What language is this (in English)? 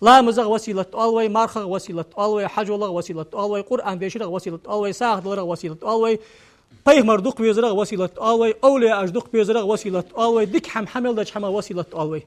Ingush